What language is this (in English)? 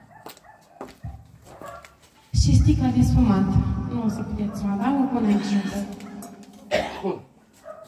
Romanian